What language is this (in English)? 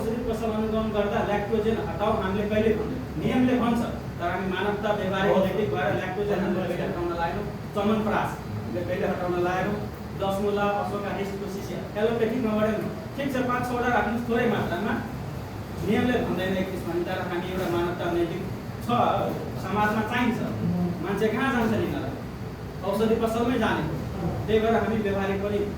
Nepali